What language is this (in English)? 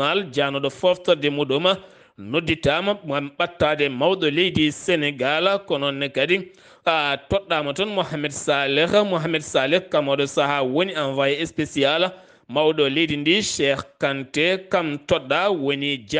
Fula